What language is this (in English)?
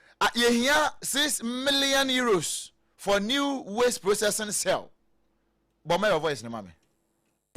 Akan